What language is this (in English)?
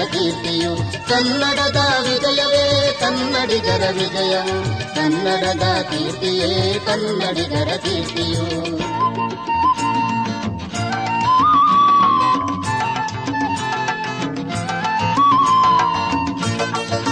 Kannada